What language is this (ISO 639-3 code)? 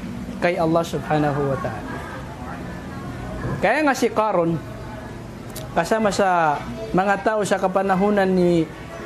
fil